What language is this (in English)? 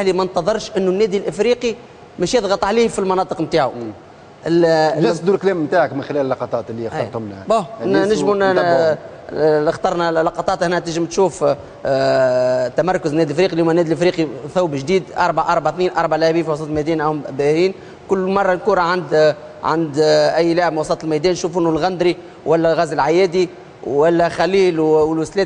Tunisian Arabic